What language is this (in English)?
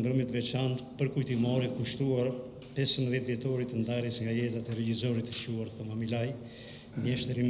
Albanian